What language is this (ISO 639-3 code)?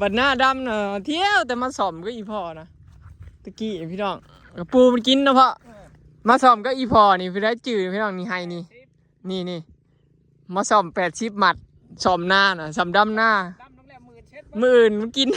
tts